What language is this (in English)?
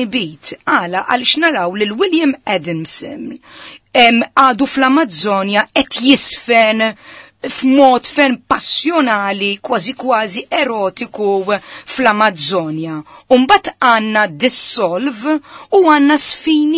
Maltese